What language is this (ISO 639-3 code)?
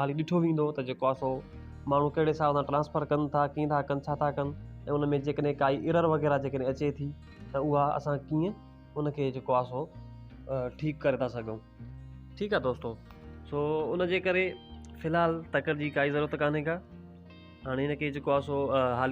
snd